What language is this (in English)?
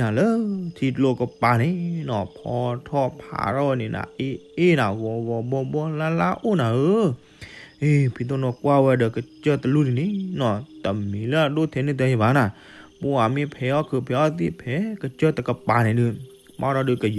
S'gaw Karen